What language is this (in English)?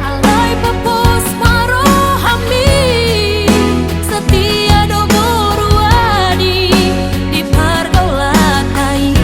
Batak Toba